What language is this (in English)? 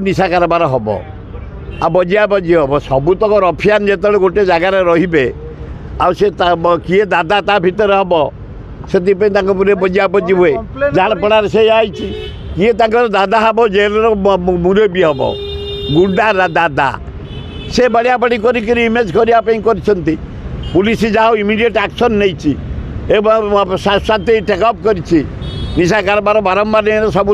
Odia